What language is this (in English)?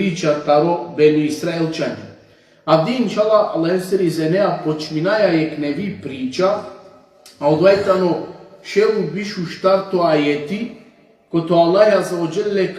Balkan Romani